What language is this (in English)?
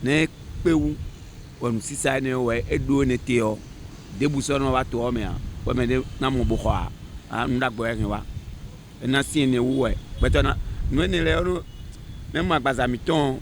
Fon